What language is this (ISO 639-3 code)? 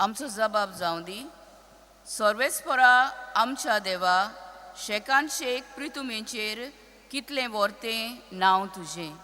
kok